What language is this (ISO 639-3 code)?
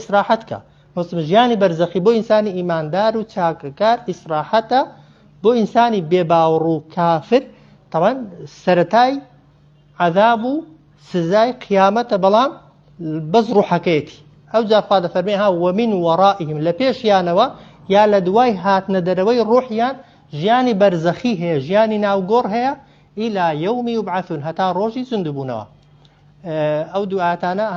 ckb